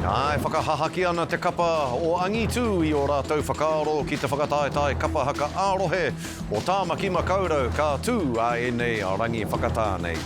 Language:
Māori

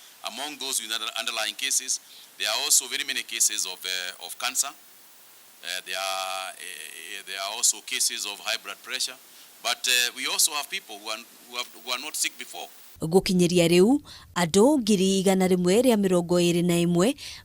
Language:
Kikuyu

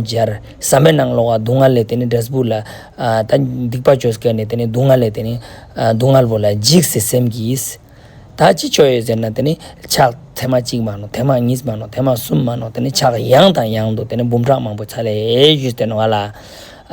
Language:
Ladakhi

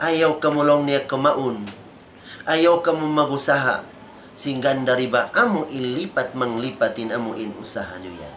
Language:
Tausug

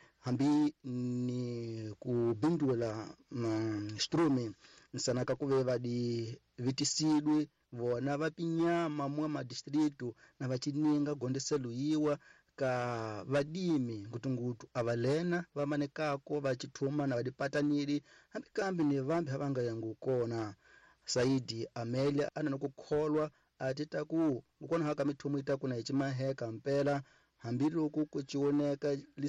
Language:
Tsonga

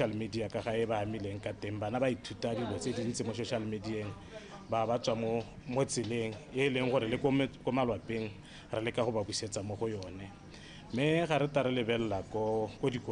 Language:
Tswana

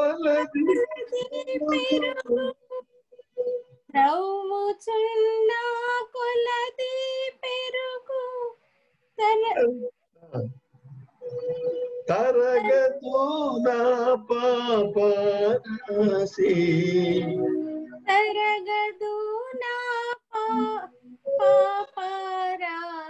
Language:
Telugu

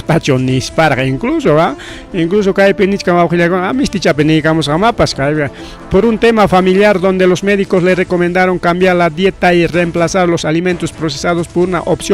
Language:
Ayacucho Quechua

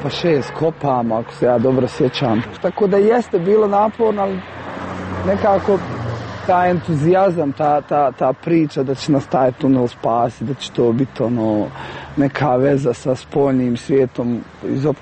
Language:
Serbian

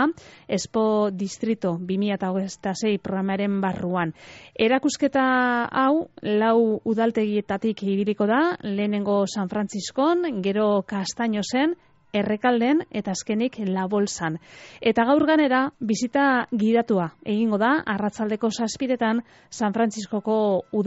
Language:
Basque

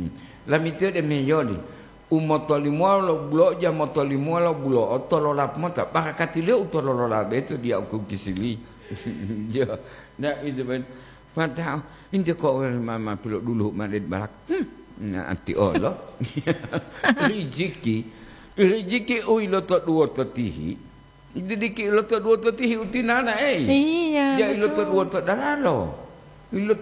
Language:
Gorontalo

